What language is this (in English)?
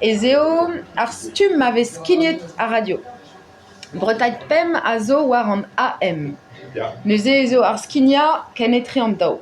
Breton